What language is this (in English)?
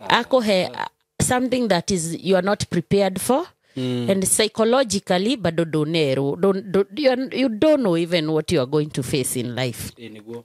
Kikuyu